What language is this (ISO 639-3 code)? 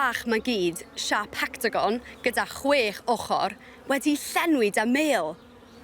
cym